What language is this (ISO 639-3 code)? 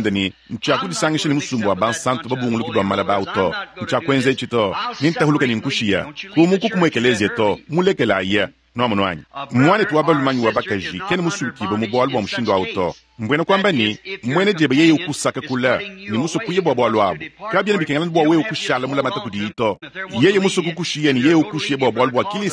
lua